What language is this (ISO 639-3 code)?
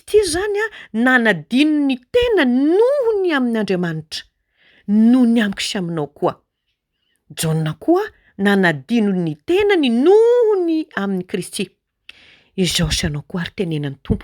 mlg